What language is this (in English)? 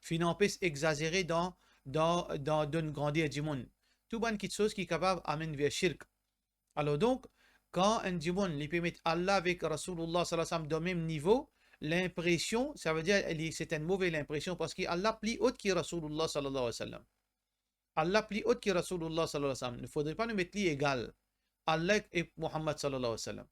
Morisyen